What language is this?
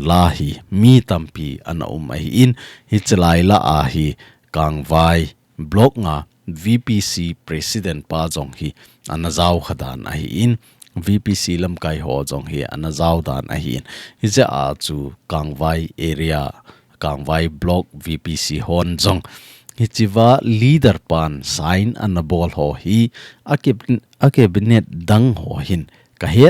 Thado Chin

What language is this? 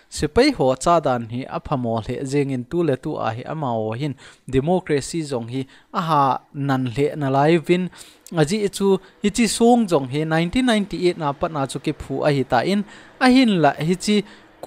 Thado Chin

